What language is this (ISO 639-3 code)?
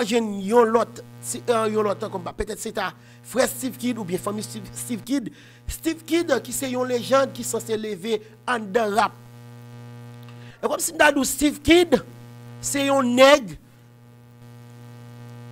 hat